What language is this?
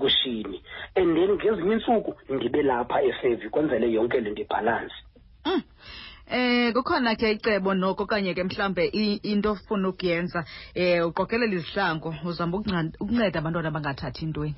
Xhosa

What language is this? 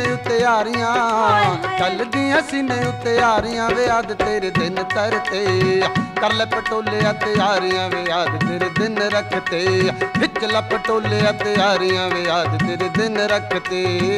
Punjabi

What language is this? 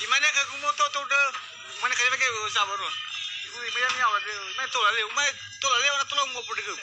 Nias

